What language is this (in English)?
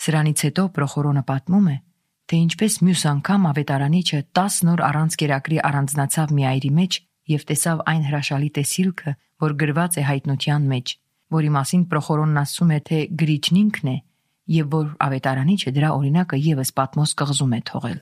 Armenian